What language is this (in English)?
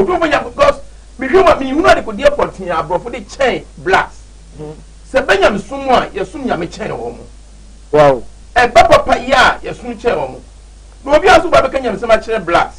Akan